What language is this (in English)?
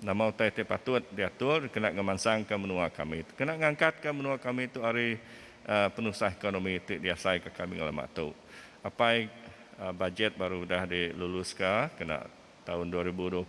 Iban